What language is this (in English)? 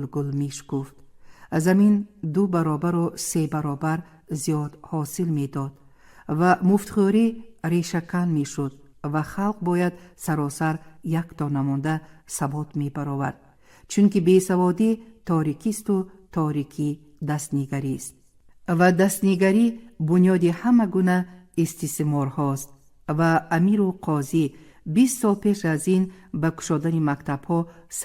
Tajik